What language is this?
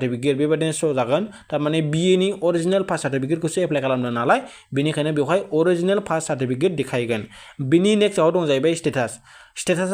Bodo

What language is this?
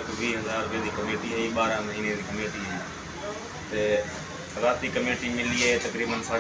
Saraiki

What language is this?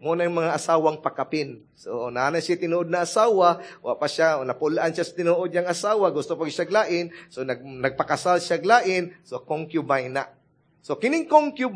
Cebuano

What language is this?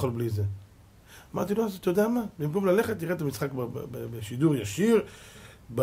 Hebrew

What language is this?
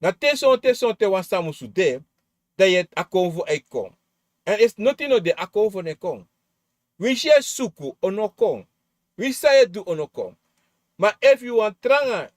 Sranan Tongo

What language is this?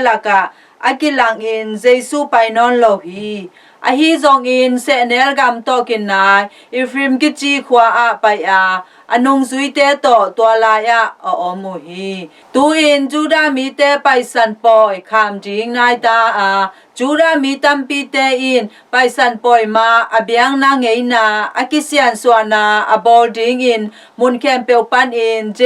Tedim Chin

